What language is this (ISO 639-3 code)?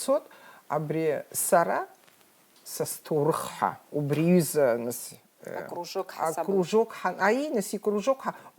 abk